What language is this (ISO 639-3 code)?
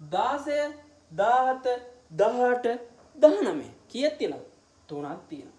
sin